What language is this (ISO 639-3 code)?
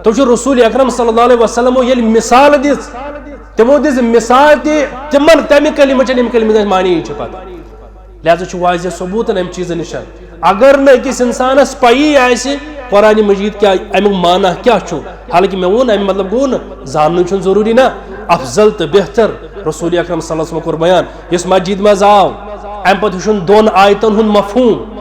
kas